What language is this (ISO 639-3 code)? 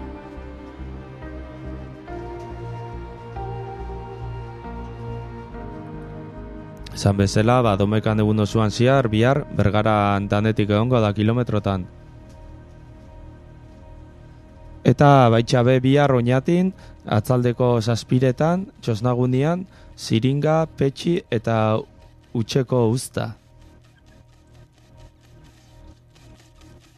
eus